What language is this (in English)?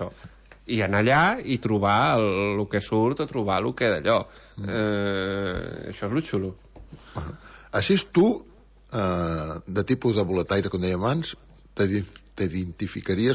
Catalan